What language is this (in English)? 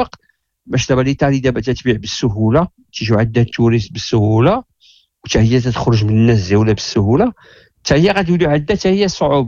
Moroccan Arabic